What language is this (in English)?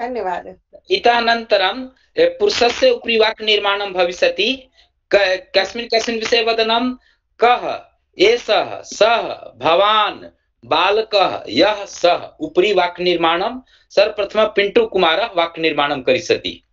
Sanskrit